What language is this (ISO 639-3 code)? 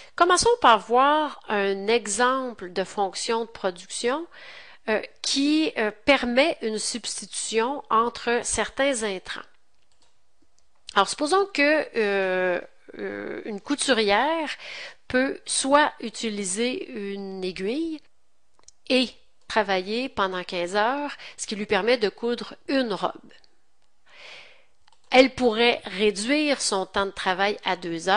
fra